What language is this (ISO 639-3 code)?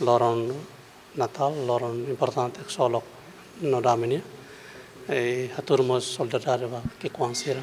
tet